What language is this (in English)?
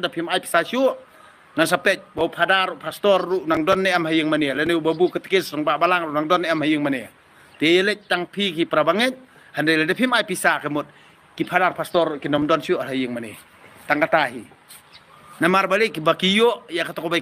Khasi